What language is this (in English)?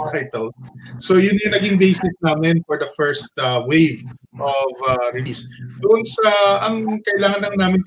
Filipino